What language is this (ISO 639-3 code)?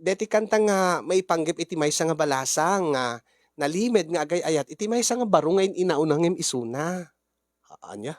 ilo